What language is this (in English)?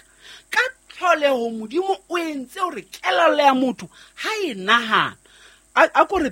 Southern Sotho